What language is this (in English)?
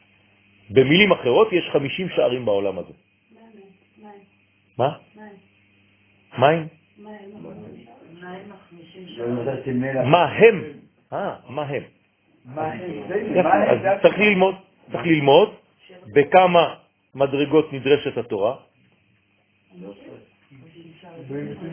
Hebrew